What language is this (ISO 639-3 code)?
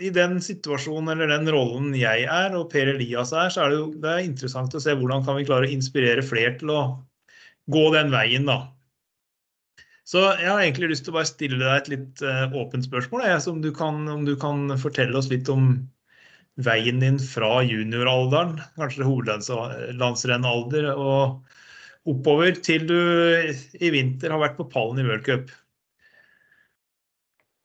nor